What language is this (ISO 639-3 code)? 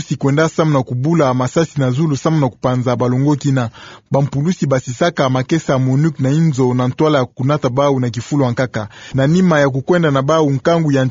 ktu